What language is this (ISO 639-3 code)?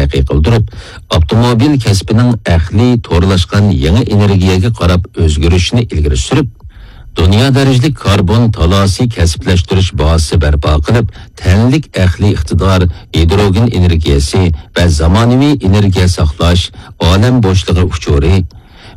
uig